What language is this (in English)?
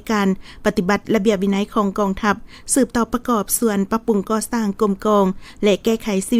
Lao